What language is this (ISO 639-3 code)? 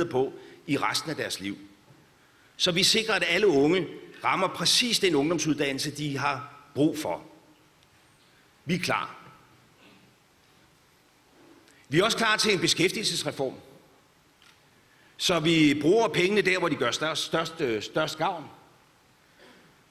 dan